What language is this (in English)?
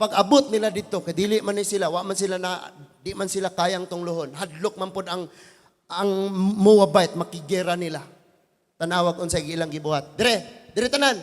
Cebuano